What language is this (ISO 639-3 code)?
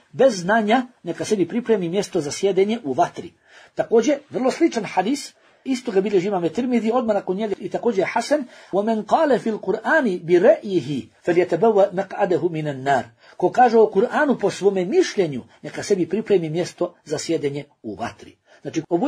bos